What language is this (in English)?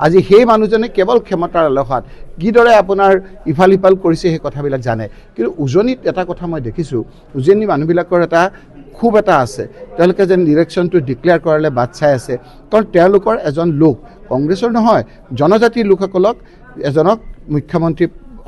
Assamese